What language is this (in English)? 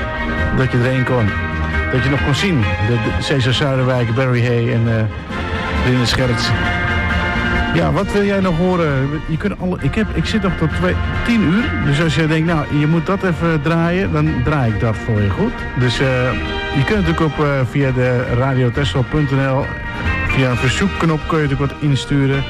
Dutch